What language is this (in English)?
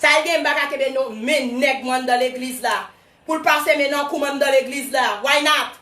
Haitian Creole